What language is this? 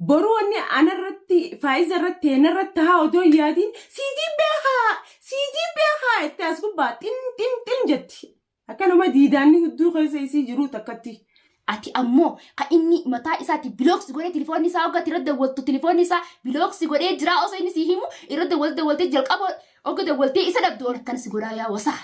Oromo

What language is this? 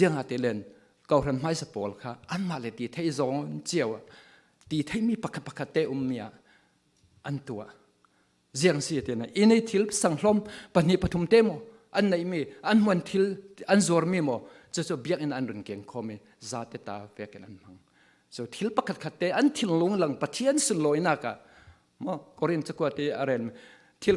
Falam Chin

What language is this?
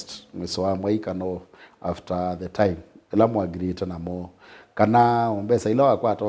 Kamba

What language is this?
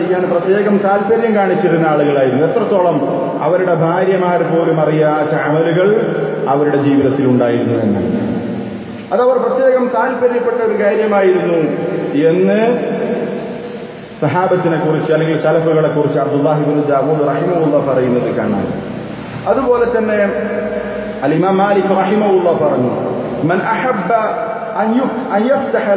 Malayalam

